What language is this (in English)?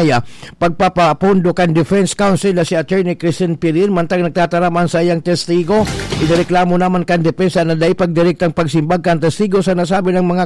Bikol